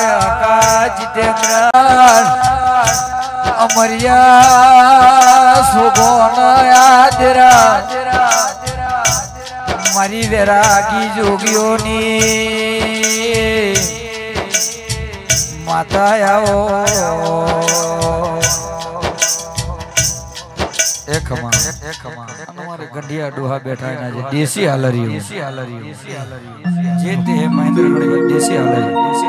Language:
Gujarati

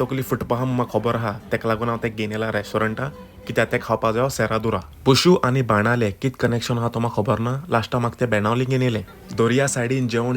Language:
Konkani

